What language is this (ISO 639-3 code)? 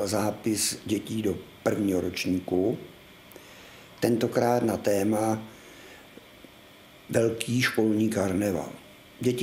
ces